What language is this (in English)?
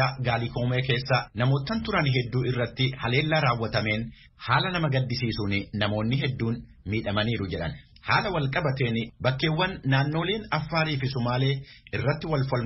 Oromo